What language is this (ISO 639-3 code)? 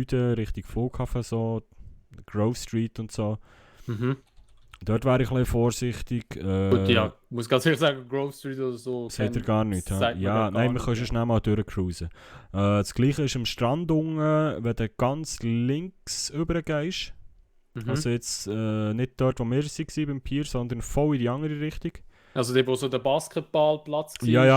gsw